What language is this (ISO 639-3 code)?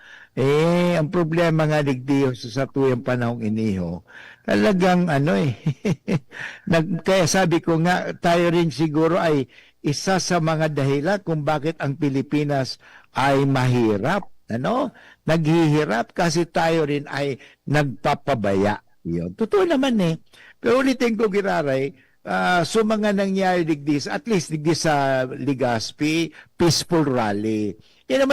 bik